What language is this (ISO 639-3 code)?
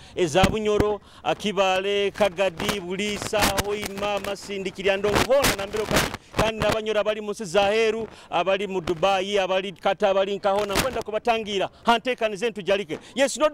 nyo